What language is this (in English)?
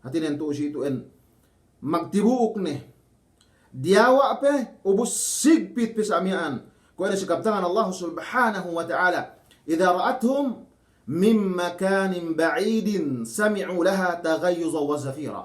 Yakan